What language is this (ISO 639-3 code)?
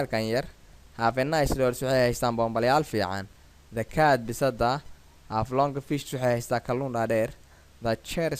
som